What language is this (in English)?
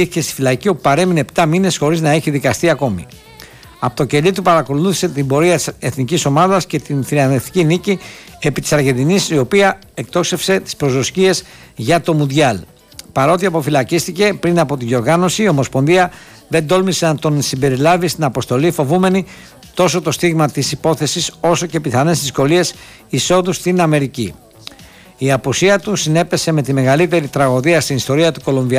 Greek